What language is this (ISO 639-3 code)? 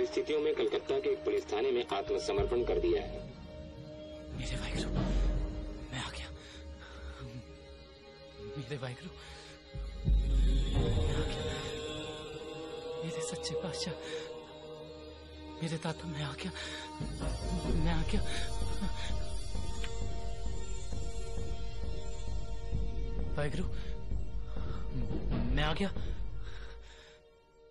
hin